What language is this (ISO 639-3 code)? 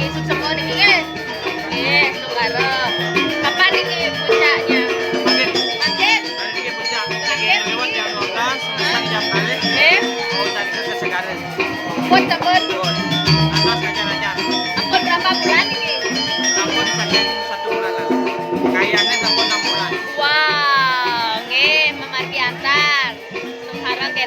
ban